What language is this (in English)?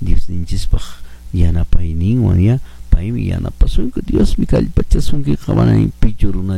Quechua